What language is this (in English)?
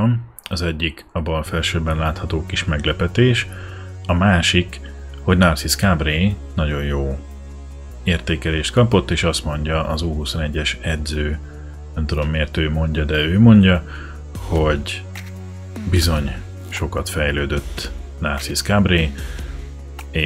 Hungarian